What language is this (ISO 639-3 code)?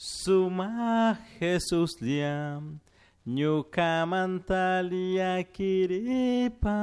qug